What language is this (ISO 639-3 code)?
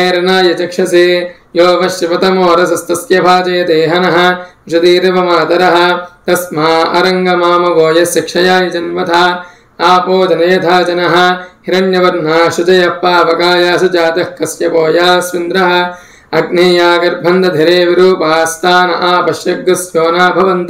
san